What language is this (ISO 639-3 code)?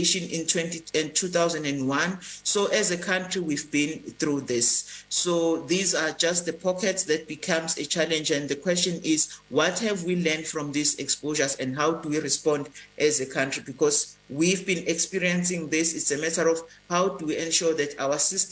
eng